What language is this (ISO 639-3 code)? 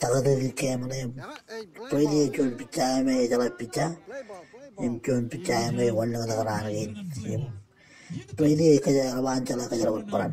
mah